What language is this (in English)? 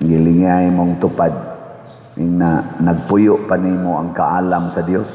Cebuano